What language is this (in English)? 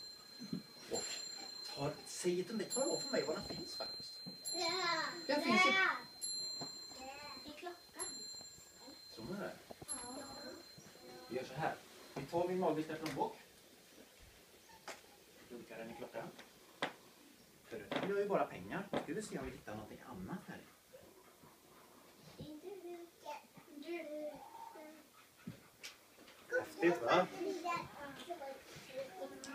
Swedish